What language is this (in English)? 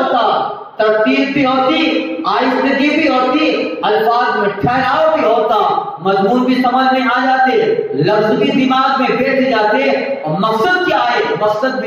Urdu